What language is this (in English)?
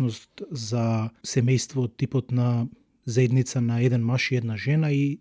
Macedonian